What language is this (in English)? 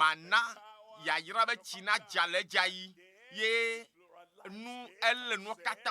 Ewe